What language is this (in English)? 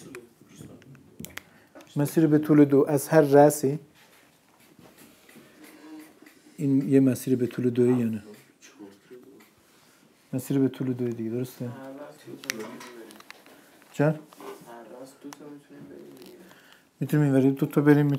Persian